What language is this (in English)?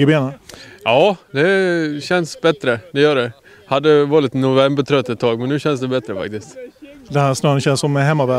Swedish